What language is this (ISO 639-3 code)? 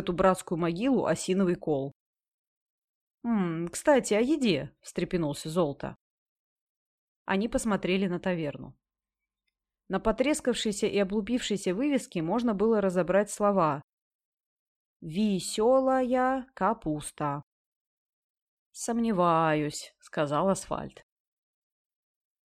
rus